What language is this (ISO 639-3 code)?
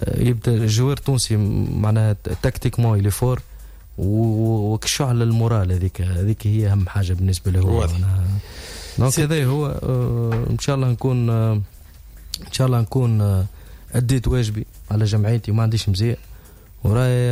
aeb